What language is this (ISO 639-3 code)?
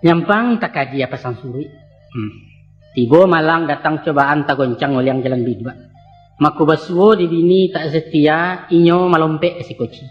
min